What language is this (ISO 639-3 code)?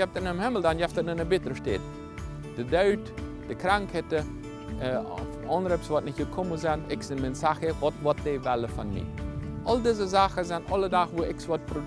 pdt